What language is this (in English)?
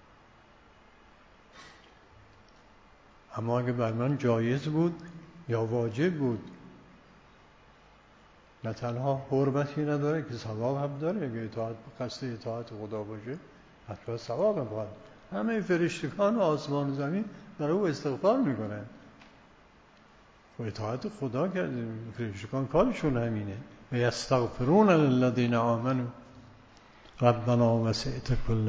Persian